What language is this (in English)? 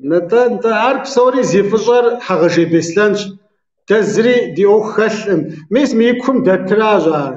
Kabardian